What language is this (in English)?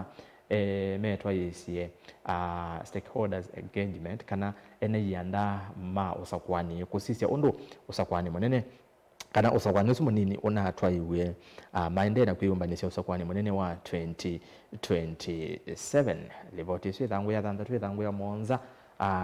Kamba